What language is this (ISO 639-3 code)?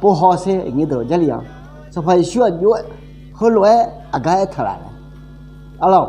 ahk